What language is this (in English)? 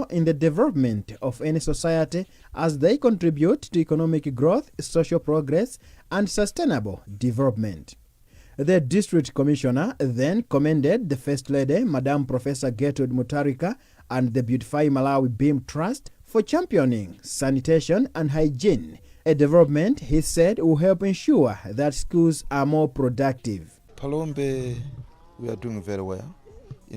English